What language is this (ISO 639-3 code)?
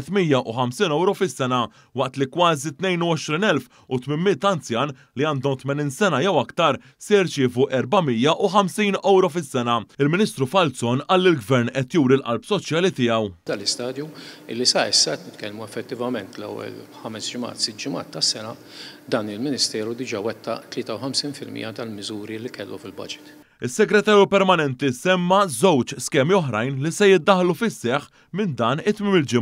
mlt